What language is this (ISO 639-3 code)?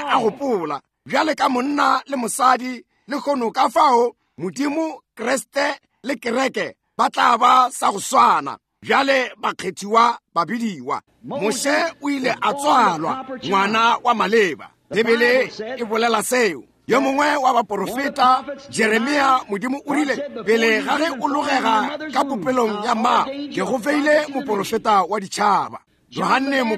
nso